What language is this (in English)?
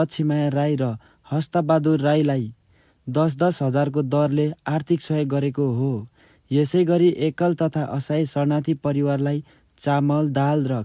Nepali